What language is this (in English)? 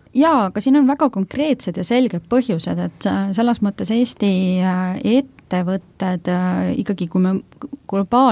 Estonian